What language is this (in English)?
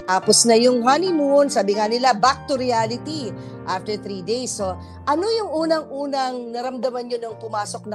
Filipino